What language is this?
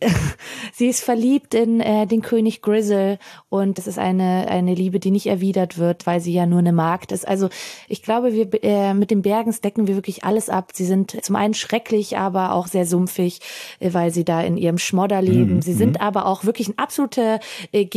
German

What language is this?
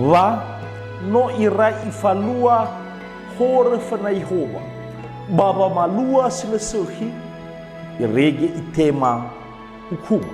Nias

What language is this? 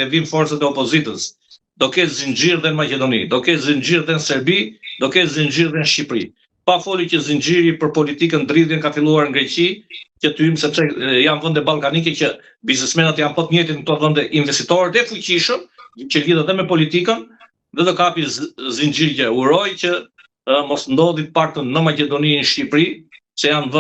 Albanian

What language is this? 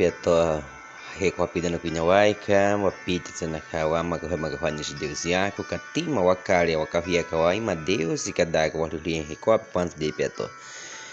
Baniwa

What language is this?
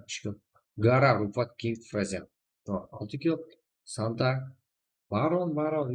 Kara-Kalpak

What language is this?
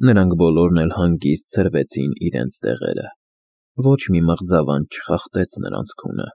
Armenian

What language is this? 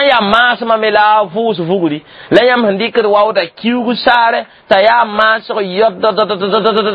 Mossi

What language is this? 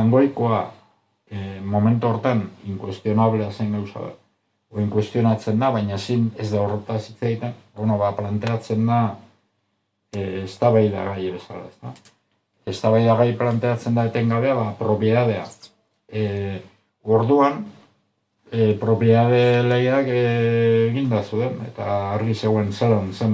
Basque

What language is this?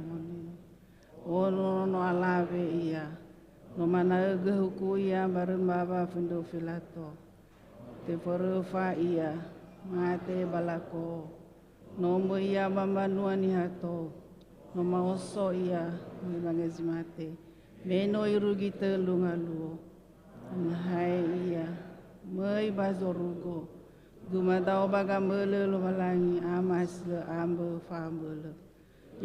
Nias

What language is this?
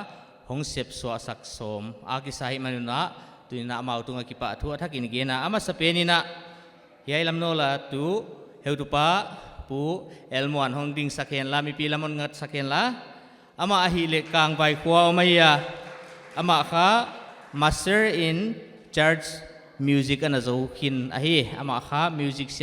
Paite Chin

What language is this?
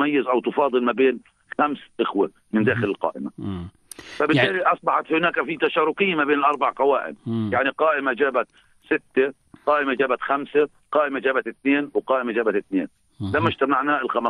North Levantine Arabic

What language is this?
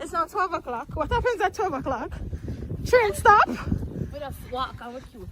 Jamaican Creole English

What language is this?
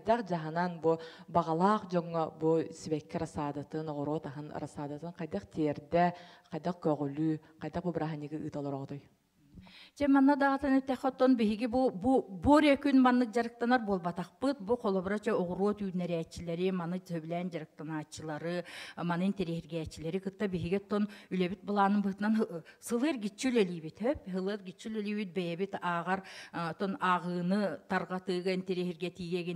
Yakut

